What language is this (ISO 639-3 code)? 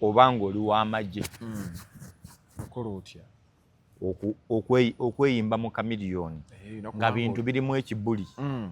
lug